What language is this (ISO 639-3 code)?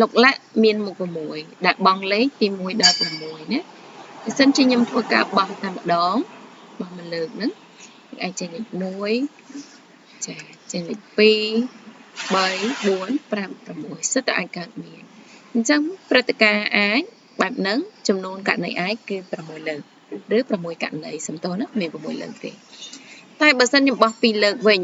khm